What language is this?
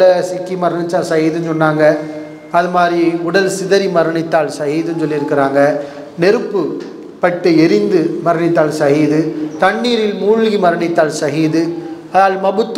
Tamil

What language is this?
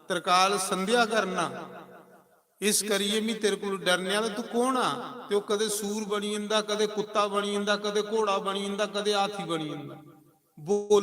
Dogri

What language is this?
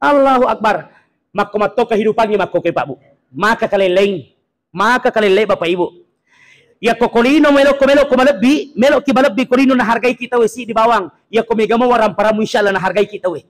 Buginese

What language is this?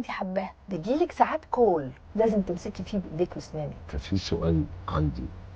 Egyptian Arabic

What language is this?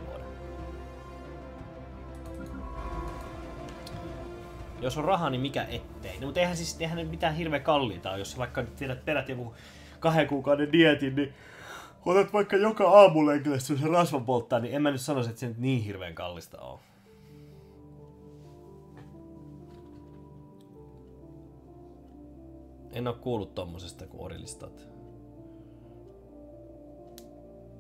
Finnish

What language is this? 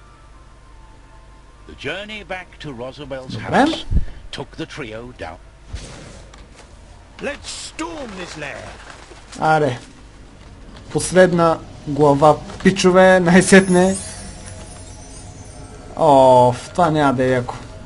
Bulgarian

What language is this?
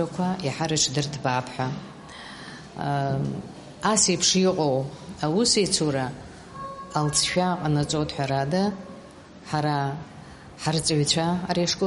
Abkhazian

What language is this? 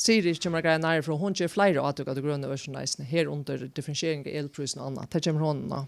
Faroese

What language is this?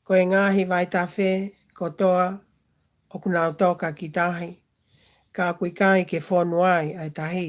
Tongan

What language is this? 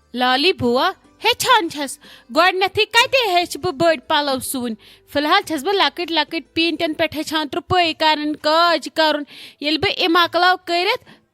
Kashmiri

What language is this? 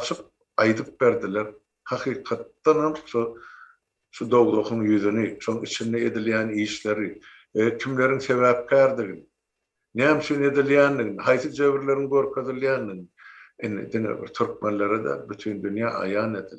Turkmen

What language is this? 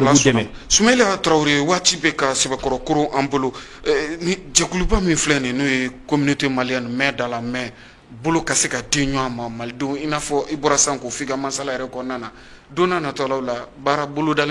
Bambara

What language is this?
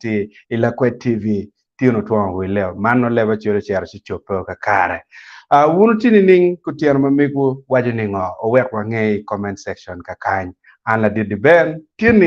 Acoli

